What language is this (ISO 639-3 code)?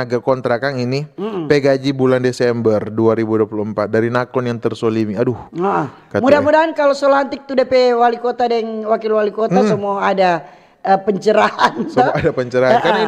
xmm